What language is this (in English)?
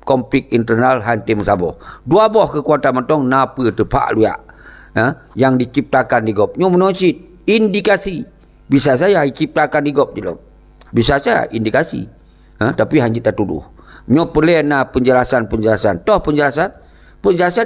Achinese